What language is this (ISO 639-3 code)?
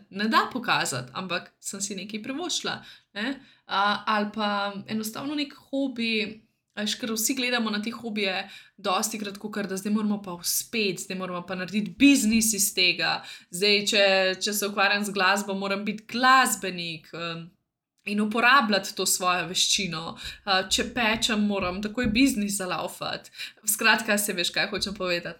slv